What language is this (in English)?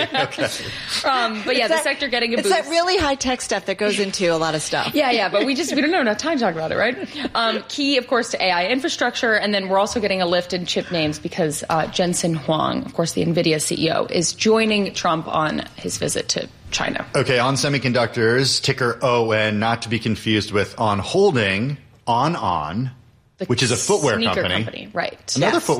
English